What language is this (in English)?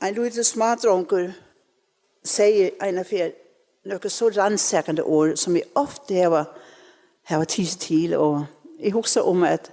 Faroese